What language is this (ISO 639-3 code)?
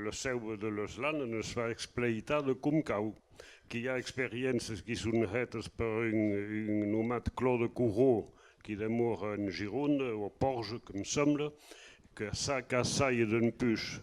oci